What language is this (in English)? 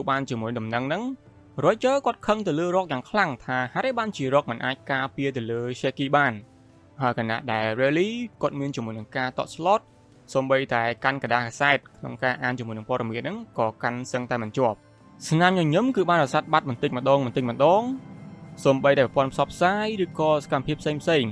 Khmer